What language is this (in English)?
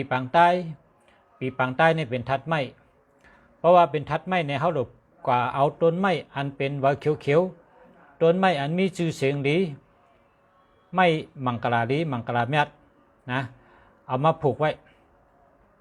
Shan